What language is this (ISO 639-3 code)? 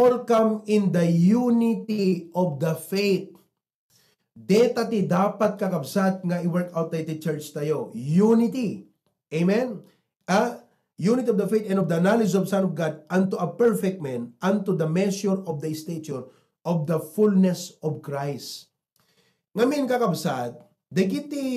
ilo